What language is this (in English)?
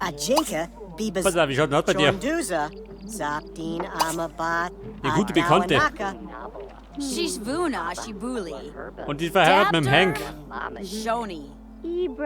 Bavarian